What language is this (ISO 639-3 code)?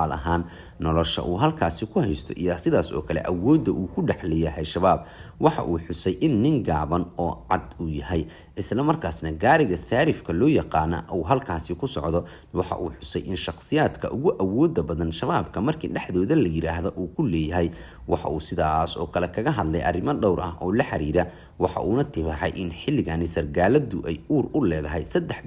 som